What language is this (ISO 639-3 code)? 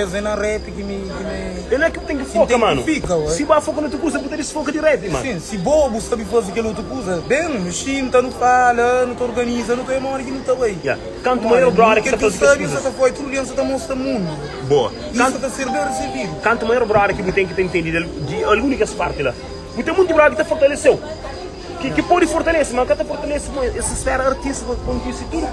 kea